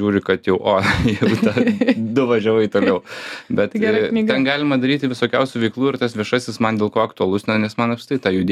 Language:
Lithuanian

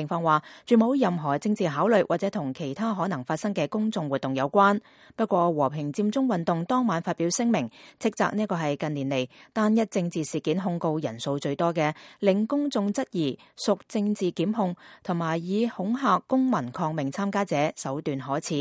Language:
Cantonese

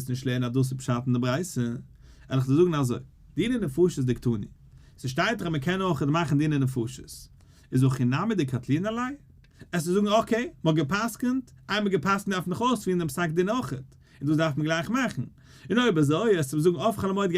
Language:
Yiddish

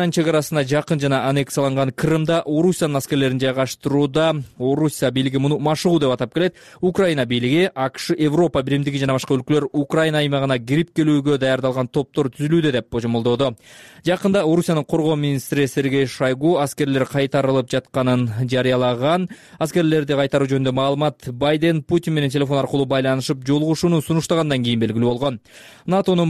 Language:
Kyrgyz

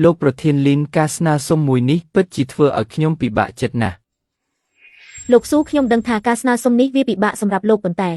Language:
Khmer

